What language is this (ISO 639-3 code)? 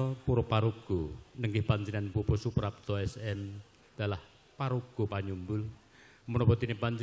jav